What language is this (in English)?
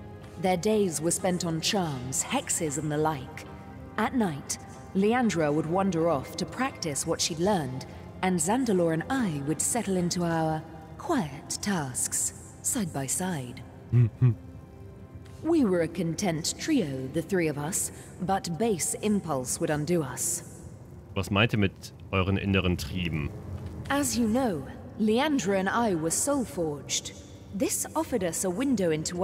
German